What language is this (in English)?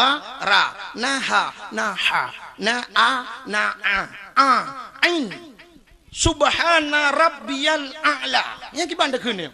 Achinese